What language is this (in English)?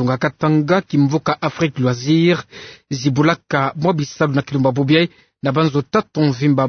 Kituba (Democratic Republic of Congo)